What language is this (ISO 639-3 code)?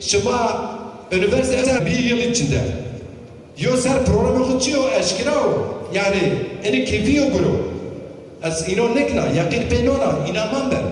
zza